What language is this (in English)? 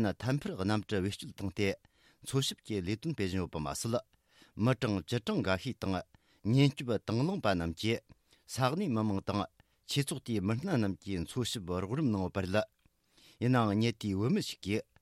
Tibetan